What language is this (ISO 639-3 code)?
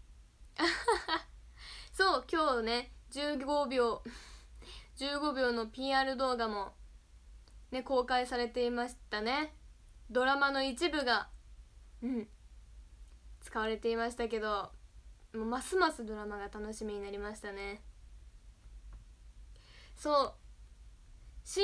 jpn